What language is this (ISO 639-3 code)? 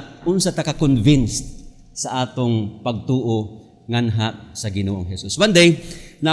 ceb